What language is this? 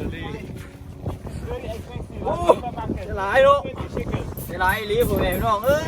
Lao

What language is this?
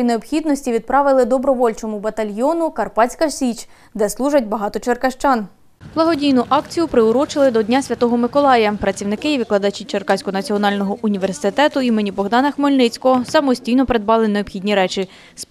Ukrainian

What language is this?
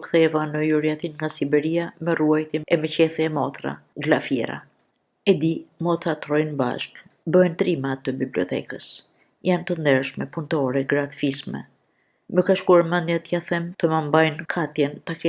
Albanian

